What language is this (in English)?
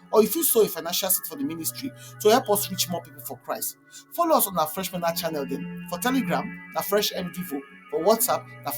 Nigerian Pidgin